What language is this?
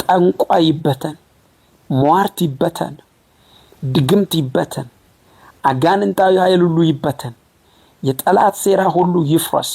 Amharic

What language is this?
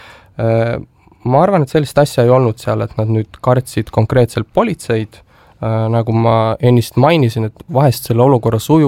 Estonian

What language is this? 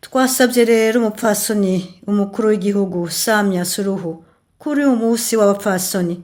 Rundi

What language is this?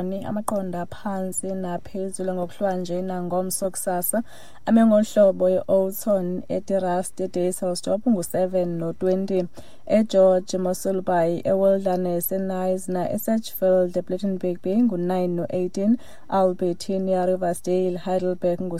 Xhosa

